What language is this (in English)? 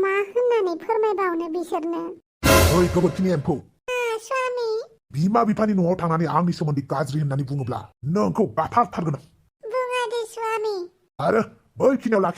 Bodo